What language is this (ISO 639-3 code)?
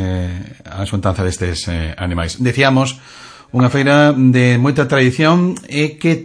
glg